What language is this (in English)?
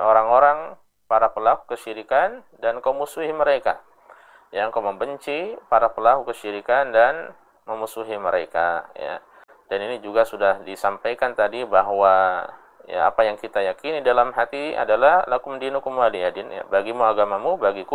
Indonesian